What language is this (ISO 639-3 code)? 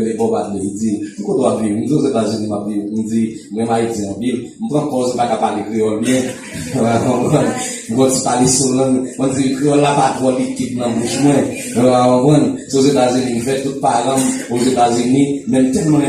hat